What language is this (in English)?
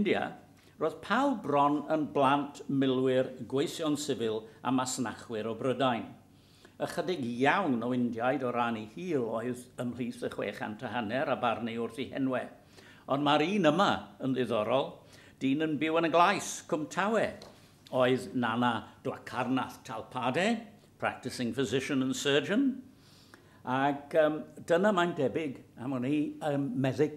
Welsh